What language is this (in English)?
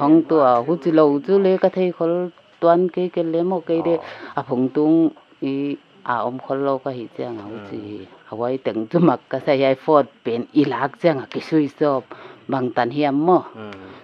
Paite Chin